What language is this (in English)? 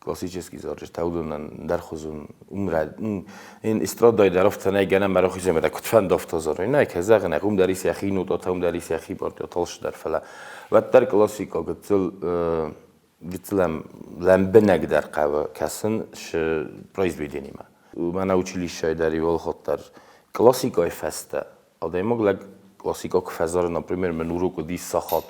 Ossetic